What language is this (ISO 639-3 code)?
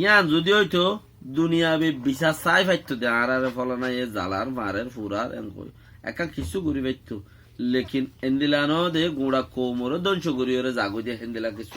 rhg